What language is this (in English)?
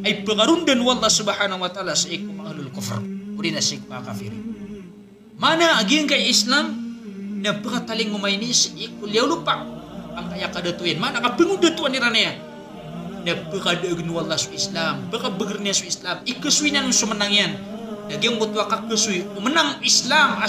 Maranao